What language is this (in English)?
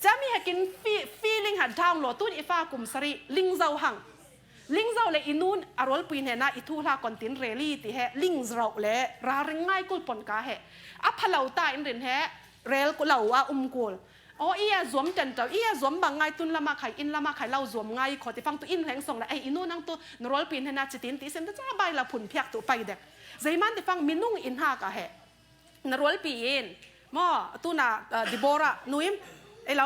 Falam Chin